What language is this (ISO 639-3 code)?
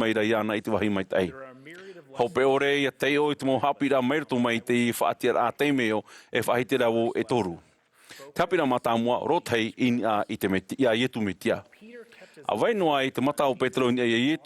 tah